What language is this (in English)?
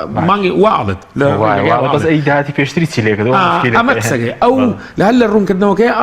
Central Kurdish